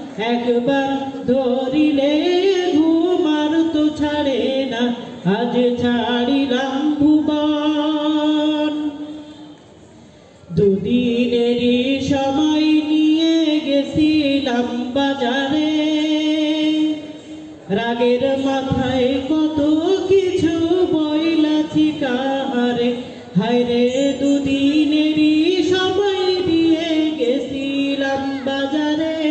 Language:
Bangla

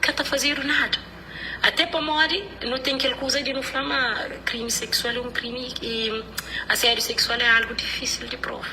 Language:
Kabuverdianu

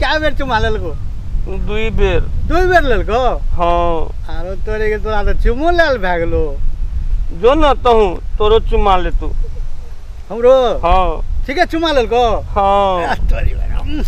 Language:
Maithili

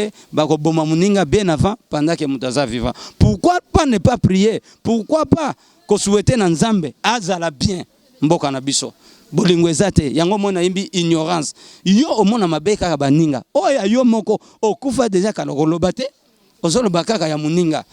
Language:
Lingala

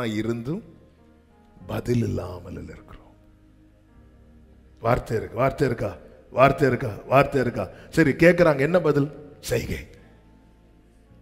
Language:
Tamil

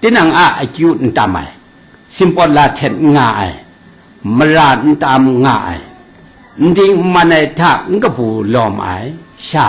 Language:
Kachin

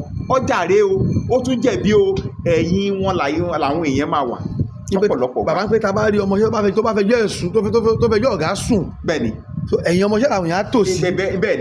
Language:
Yoruba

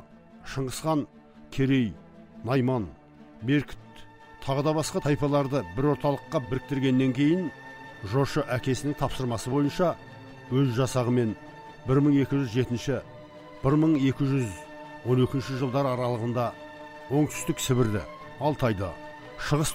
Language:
Kazakh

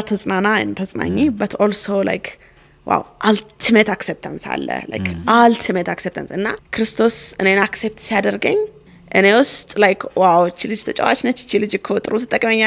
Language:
Amharic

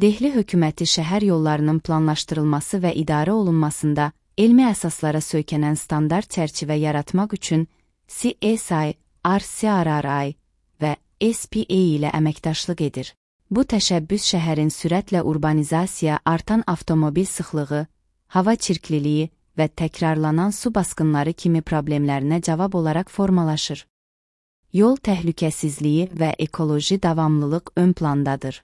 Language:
Azerbaijani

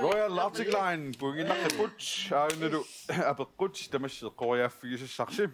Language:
Kalaallisut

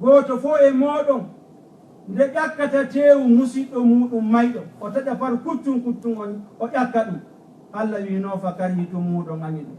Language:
Fula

